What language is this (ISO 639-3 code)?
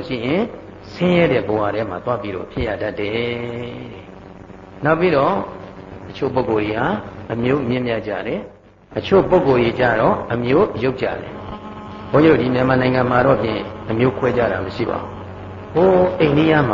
mya